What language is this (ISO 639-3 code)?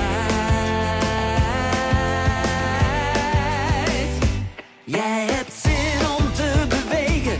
nld